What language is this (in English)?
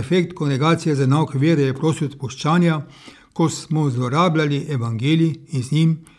Slovenian